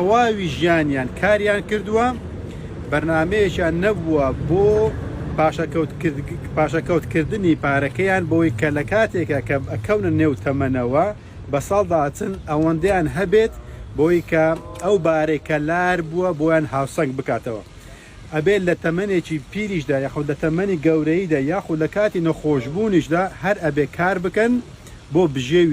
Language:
Central Kurdish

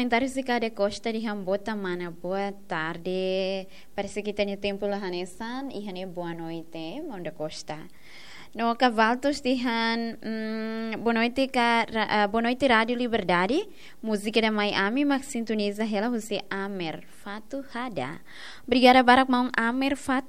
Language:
Tetum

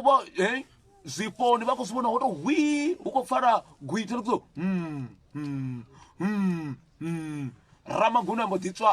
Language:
Venda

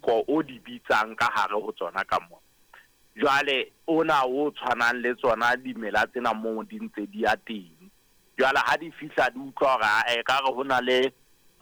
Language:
Southern Sotho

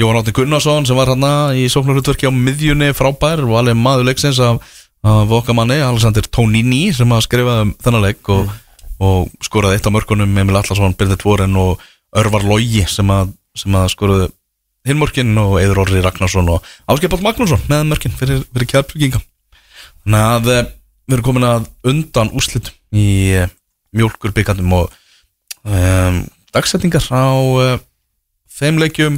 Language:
Icelandic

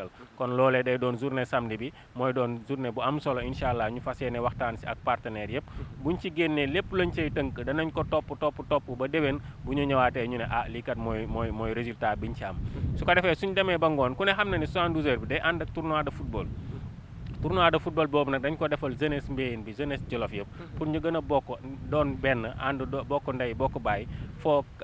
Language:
Wolof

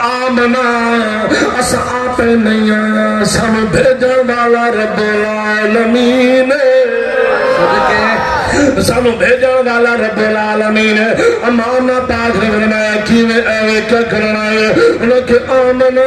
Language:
Saraiki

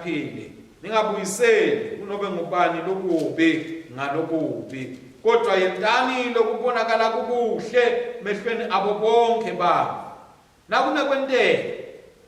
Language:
Swati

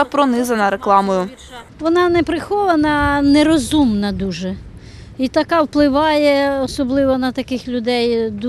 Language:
Ukrainian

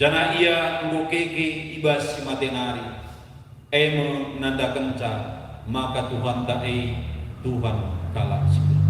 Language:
Batak Karo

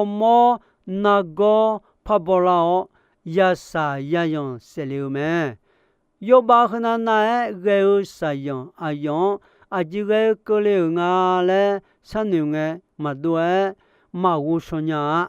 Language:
Akha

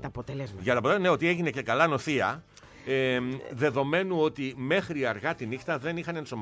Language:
Greek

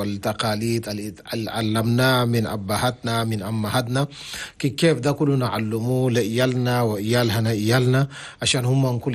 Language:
Chadian Arabic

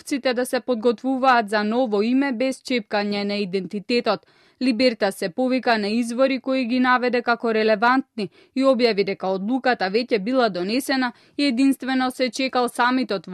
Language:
Macedonian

